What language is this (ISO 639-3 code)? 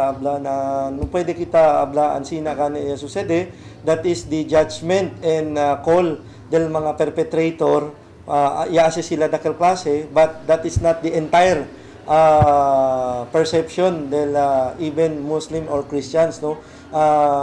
cbk